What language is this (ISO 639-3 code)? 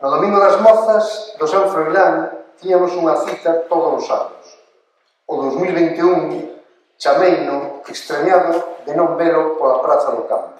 glg